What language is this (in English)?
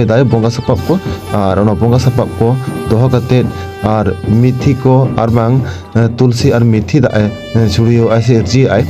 Santali